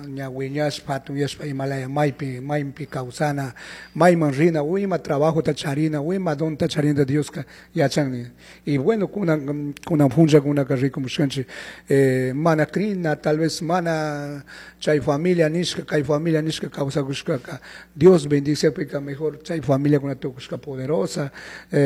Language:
Chimborazo Highland Quichua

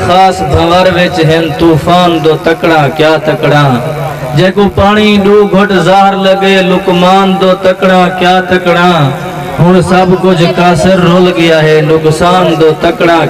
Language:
Saraiki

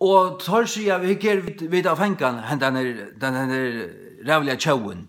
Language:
Faroese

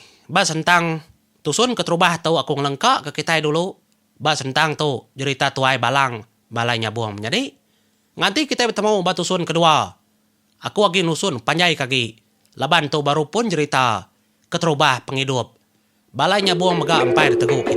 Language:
Iban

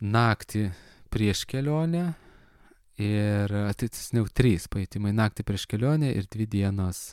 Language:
Lithuanian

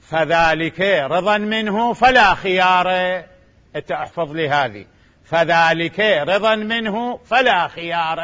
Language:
Mesopotamian Arabic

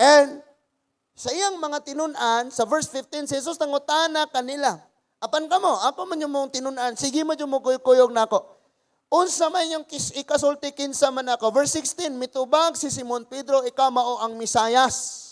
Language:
Cebuano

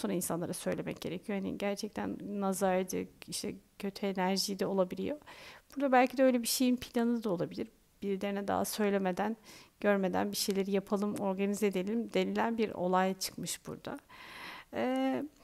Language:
Turkish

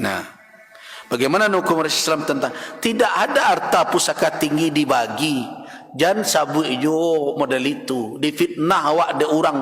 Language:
Minangkabau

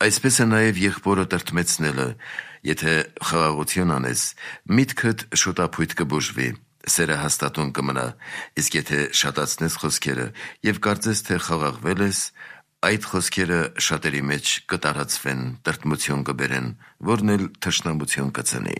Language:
Armenian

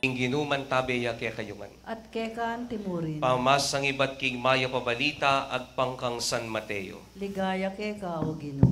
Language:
Pampanga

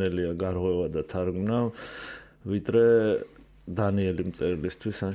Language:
Georgian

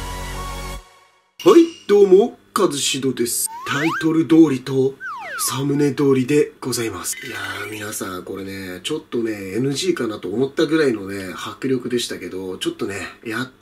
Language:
Japanese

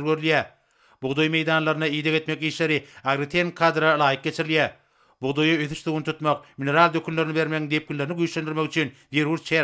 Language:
Turkmen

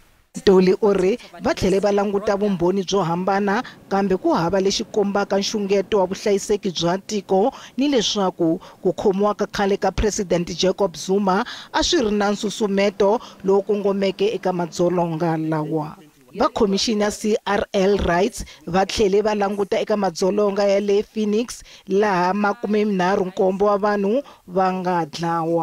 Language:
Tsonga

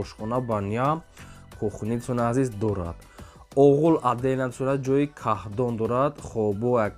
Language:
Tajik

